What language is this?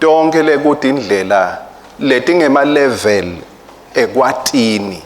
Swati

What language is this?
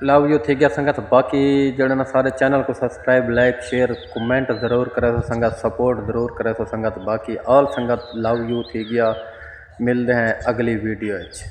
Saraiki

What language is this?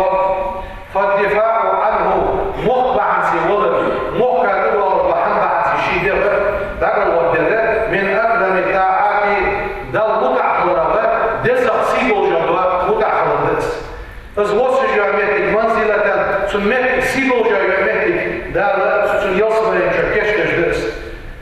Ingush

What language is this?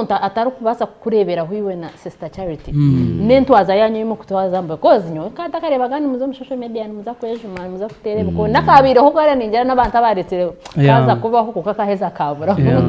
Nyankole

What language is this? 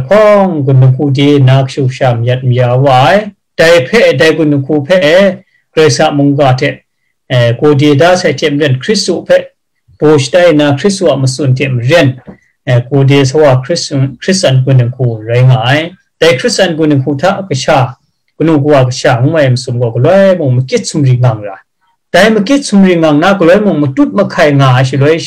Kachin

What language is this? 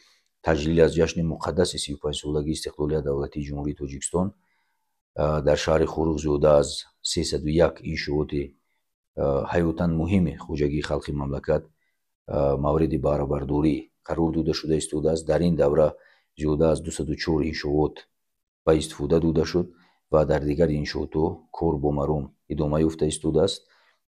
Tajik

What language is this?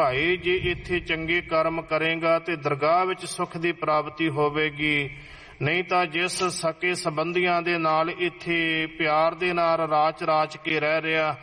Punjabi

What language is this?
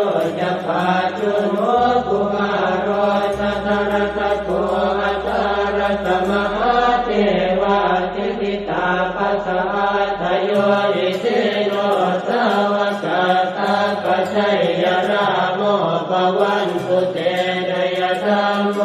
Pali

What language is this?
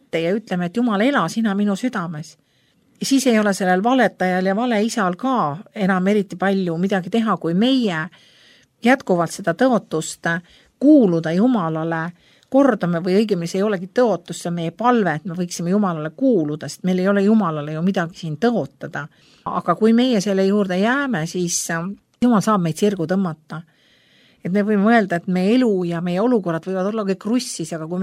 Estonian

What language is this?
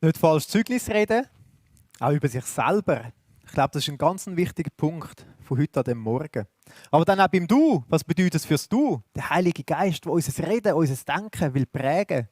Swiss German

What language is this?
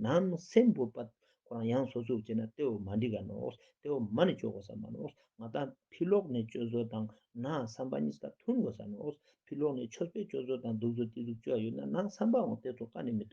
Ladakhi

